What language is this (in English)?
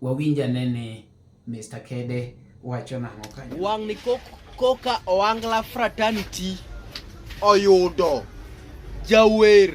Luo (Kenya and Tanzania)